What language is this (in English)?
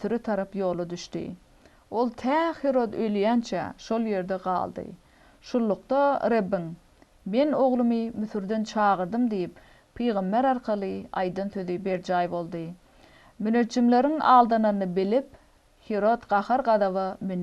Turkmen